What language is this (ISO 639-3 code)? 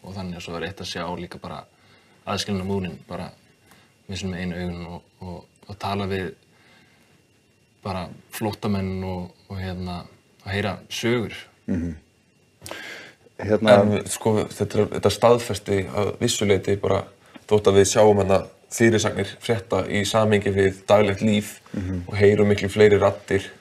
isl